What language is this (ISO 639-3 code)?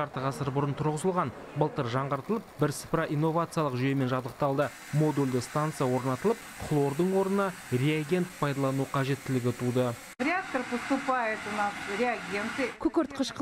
kaz